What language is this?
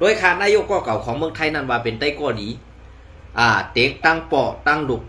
Shan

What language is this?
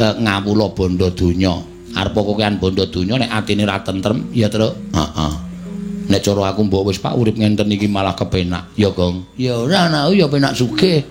Javanese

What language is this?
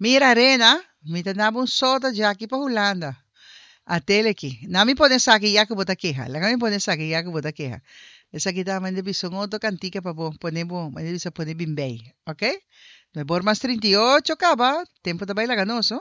Papiamento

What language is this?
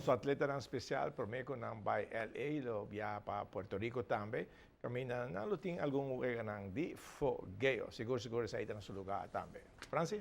Papiamento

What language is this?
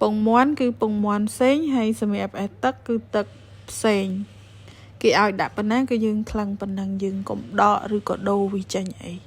Khmer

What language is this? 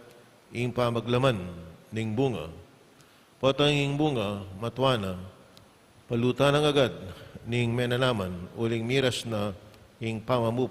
Pampanga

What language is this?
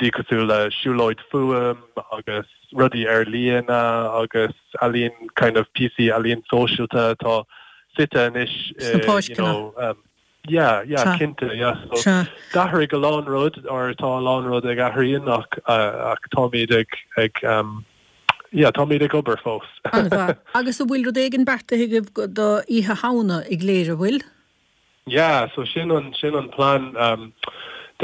Irish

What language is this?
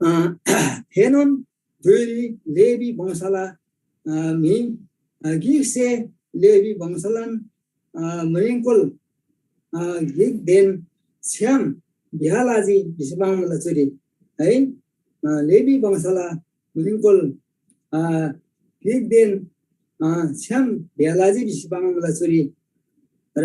Eastern Tamang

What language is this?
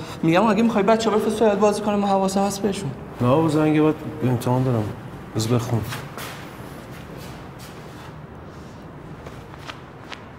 Persian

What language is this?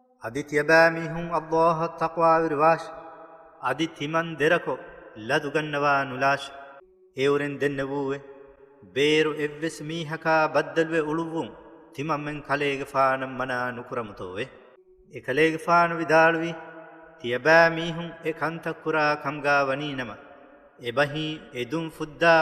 Divehi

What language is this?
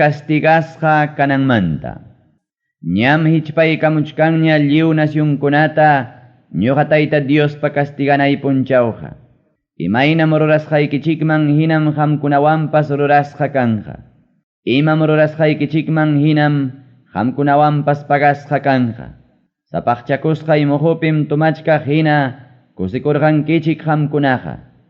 Ayacucho Quechua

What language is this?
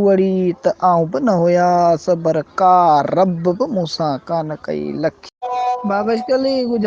Sindhi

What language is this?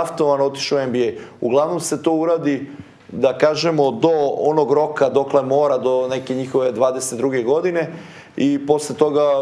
Serbian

